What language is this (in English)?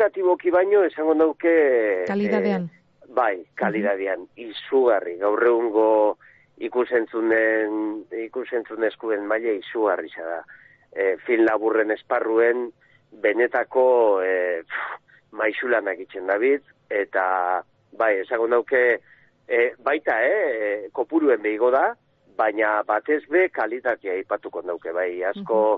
Basque